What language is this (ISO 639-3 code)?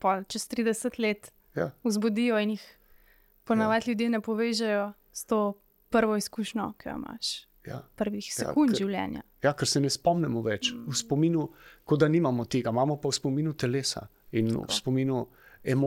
slv